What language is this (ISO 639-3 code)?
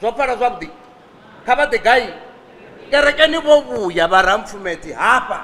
ven